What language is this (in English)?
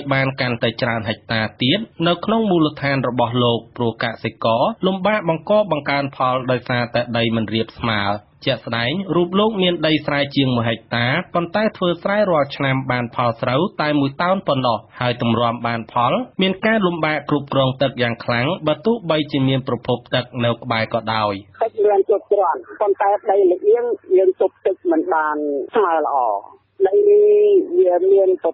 Khmer